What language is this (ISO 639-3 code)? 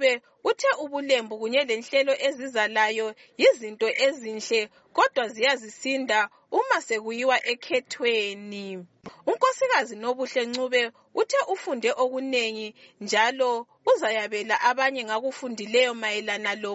nde